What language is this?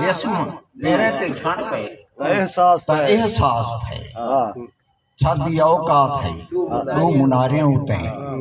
Saraiki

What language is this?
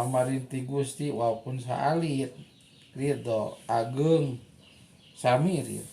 Sundanese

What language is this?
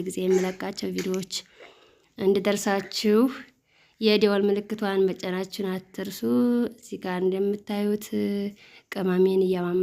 Amharic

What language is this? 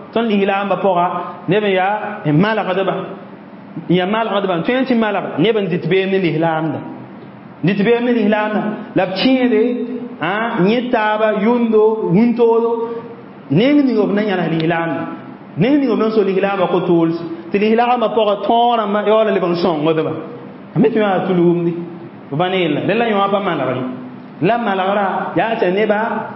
Mossi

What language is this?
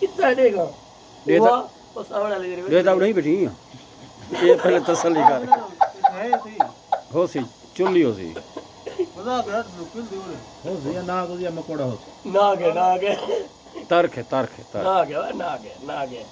Saraiki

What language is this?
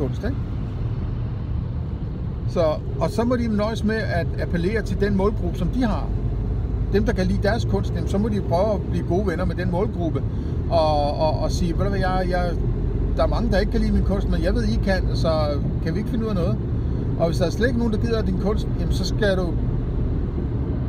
Danish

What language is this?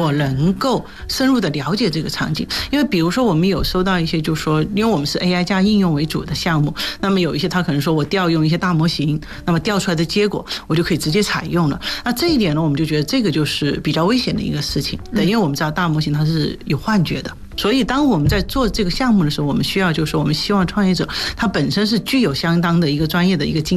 Chinese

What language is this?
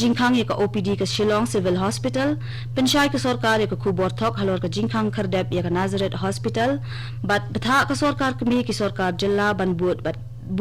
Khasi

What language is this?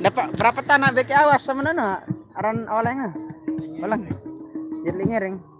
Sasak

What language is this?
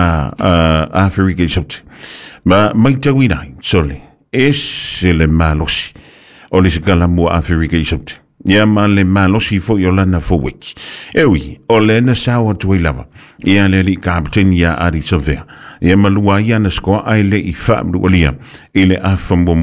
Samoan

